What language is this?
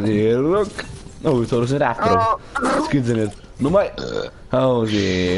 Bavarian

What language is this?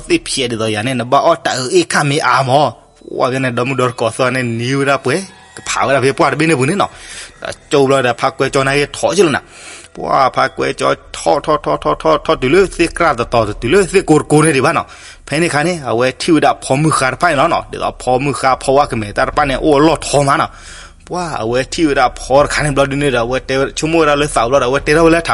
S'gaw Karen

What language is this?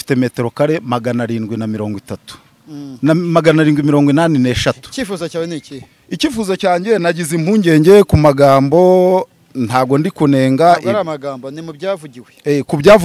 Kinyarwanda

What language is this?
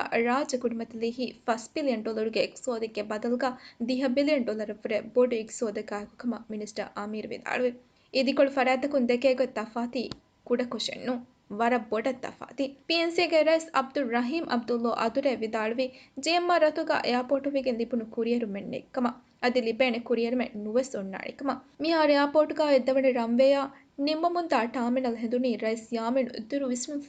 Divehi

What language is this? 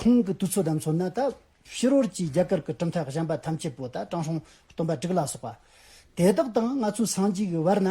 Amdo Tibetan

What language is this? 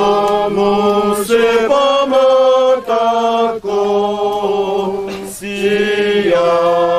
Batak Toba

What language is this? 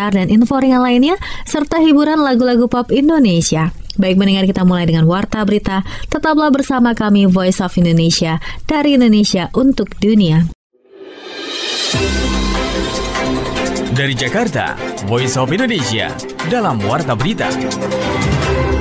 Indonesian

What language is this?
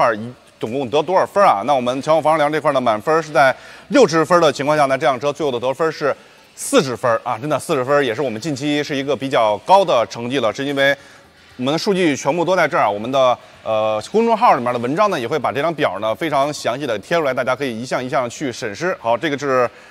Chinese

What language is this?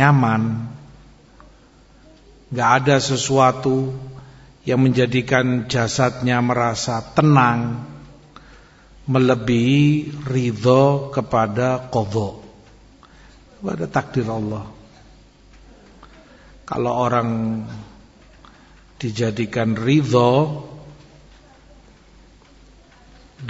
Indonesian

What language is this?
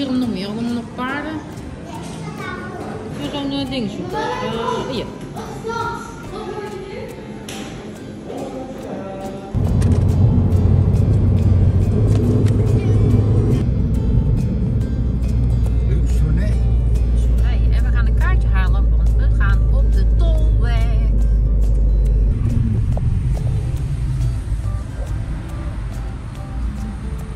Dutch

